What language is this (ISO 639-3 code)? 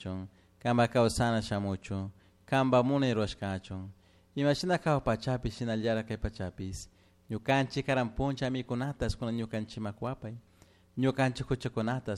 qug